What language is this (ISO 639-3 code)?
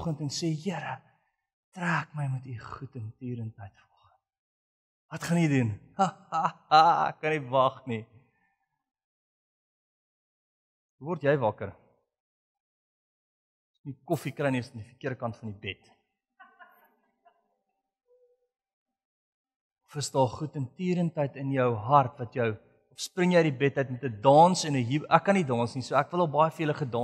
afr